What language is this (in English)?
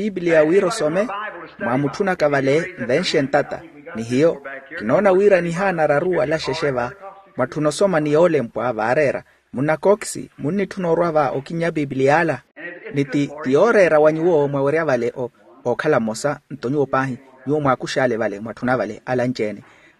Makhuwa